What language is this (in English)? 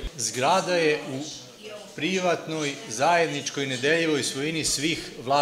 Serbian